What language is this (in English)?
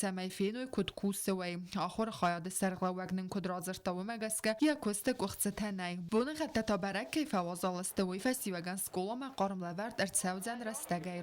Ossetic